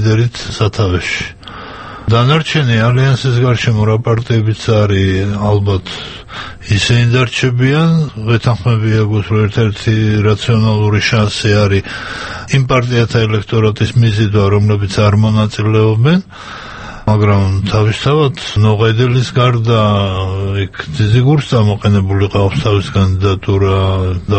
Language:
Georgian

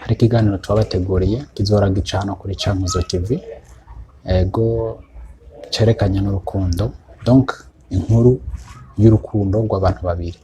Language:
Rundi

